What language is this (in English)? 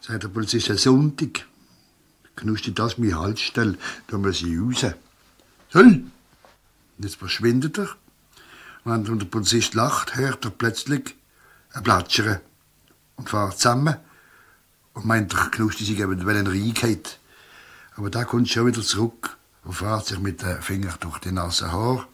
Swiss German